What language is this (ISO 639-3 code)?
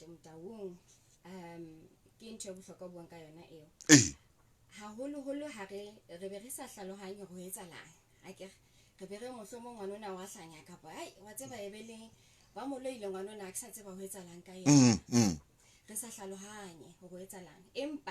sot